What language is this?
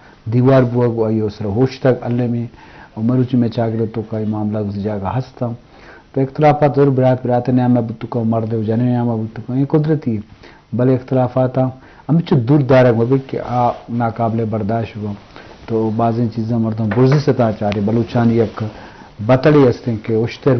Eastern Balochi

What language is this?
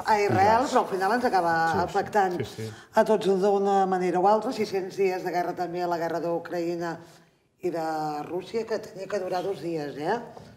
Catalan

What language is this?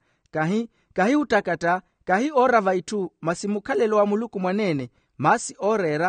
Makhuwa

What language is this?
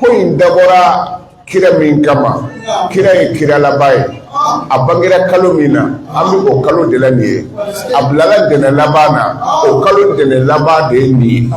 Bambara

